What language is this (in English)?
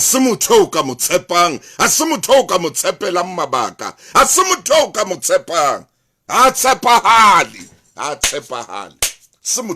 Southern Sotho